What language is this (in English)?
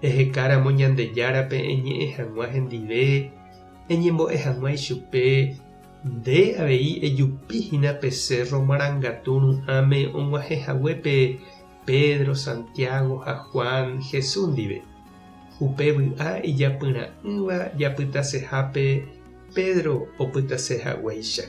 Guarani